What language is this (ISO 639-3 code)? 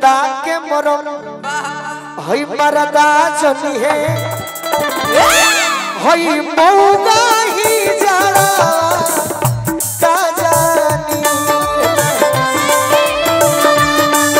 bho